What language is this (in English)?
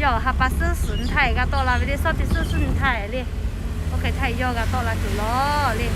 Lahu